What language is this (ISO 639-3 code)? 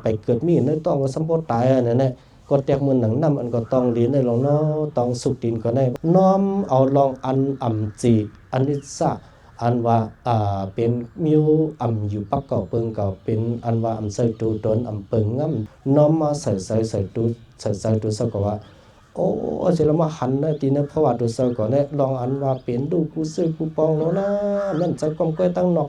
shn